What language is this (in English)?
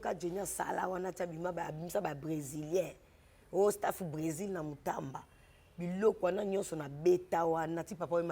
Lingala